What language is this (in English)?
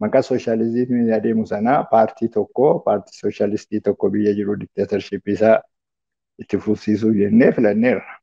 Oromo